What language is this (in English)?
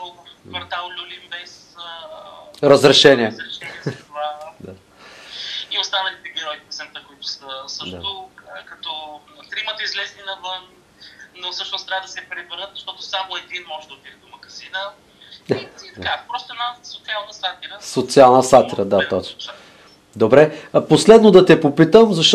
Bulgarian